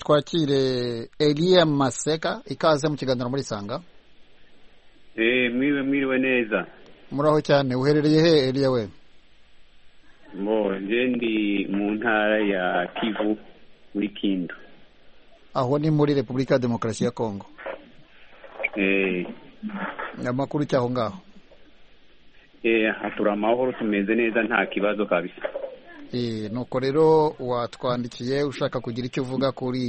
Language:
Kinyarwanda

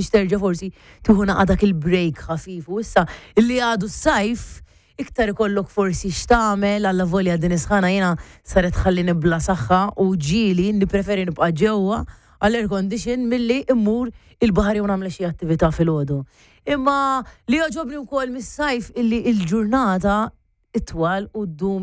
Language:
Maltese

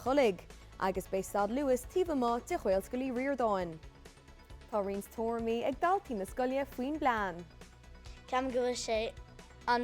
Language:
Irish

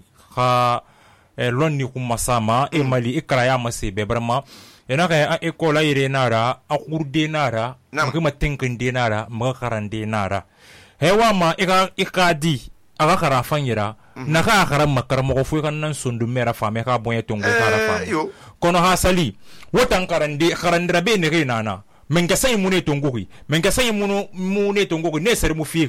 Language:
Susu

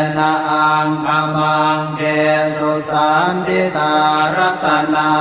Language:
Pali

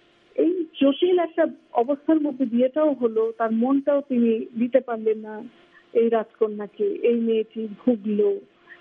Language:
Bangla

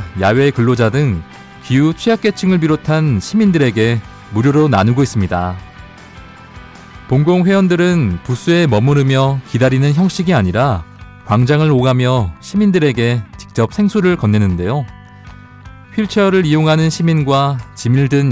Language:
Korean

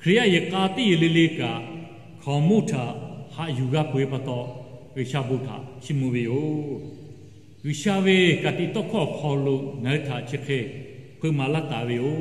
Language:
Lahu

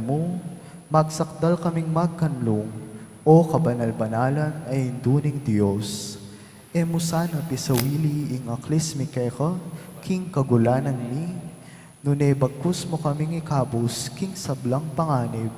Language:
Pampanga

